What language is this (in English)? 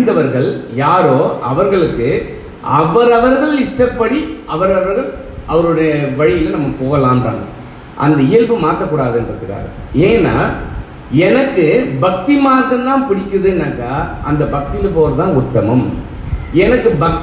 Tamil